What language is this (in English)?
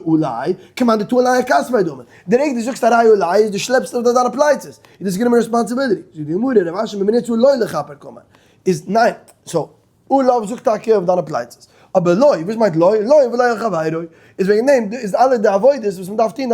Yiddish